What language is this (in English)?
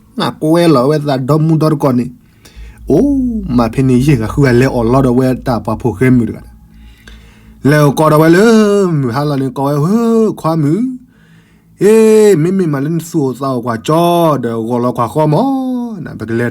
S'gaw Karen